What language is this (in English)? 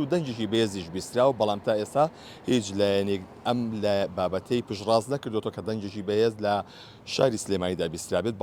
Central Kurdish